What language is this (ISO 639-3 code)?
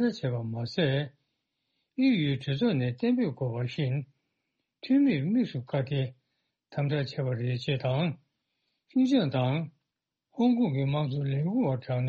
bod